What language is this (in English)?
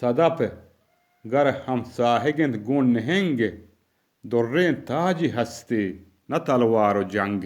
Eastern Balochi